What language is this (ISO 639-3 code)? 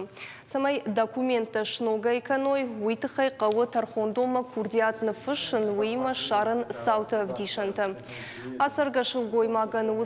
oss